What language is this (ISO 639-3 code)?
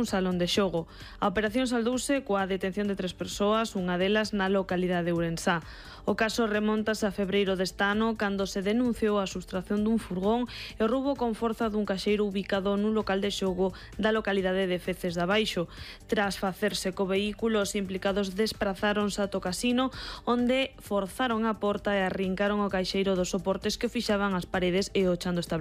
glg